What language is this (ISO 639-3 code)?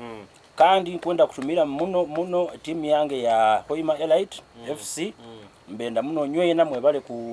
nyo